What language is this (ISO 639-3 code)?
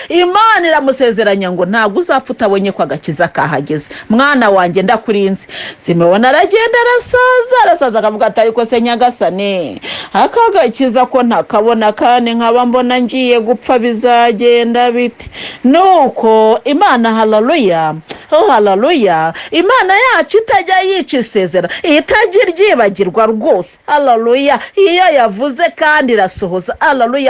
kin